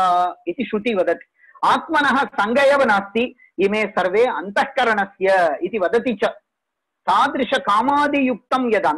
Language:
Sanskrit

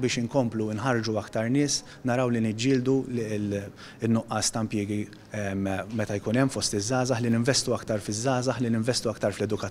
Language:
Maltese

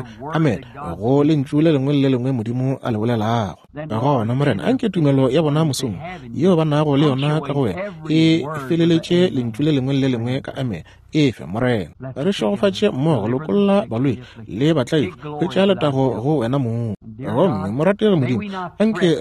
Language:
Northern Sotho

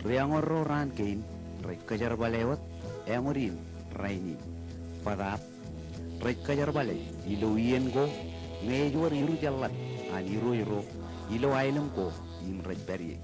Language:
Marshallese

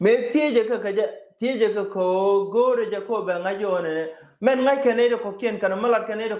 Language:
Nuer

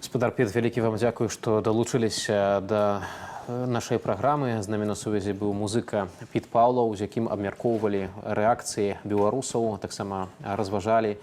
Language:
Belarusian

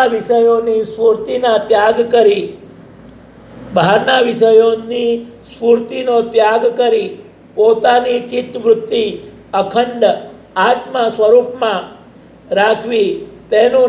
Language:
Gujarati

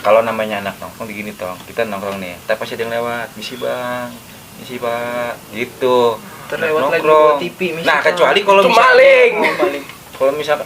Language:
Betawi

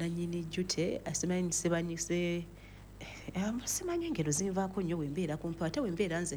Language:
Ganda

